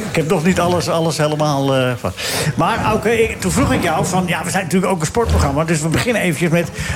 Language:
Dutch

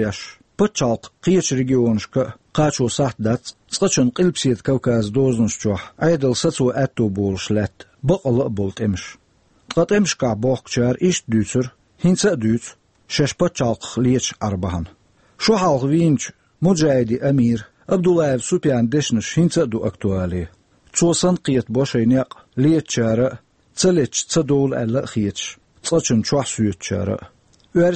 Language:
Chechen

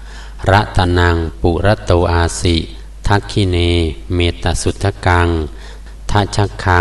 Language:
Pali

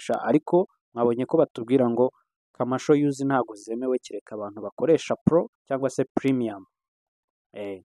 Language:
Kinyarwanda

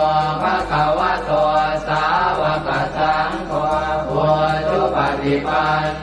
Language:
Pali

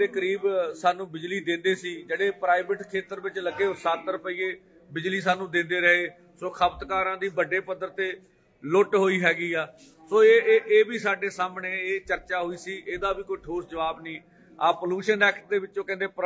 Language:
Punjabi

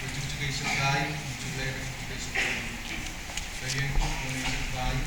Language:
Pohnpeian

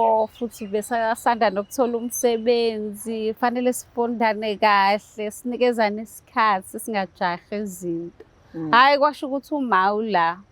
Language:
Zulu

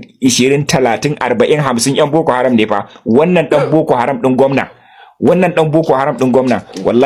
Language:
Hausa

